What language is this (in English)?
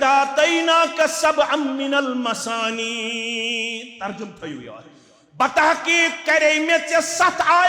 Kashmiri